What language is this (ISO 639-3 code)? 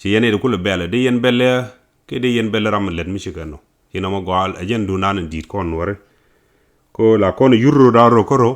nus